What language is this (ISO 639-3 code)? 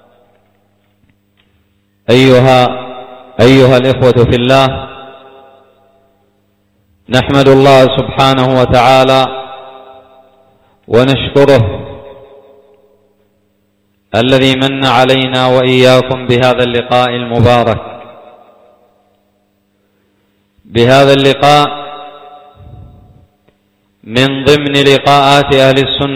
ara